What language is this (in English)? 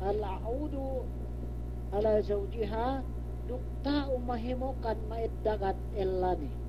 Yakan